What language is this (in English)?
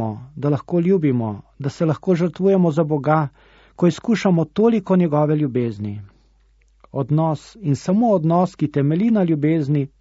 Slovenian